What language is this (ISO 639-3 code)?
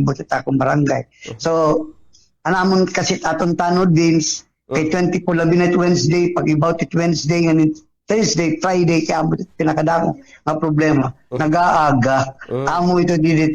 war